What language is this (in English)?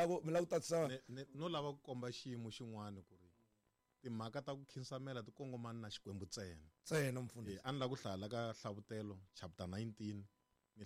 Tsonga